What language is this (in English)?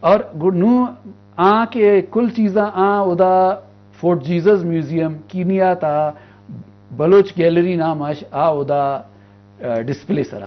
Eastern Balochi